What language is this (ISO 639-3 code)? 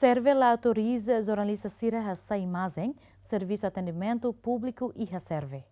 tet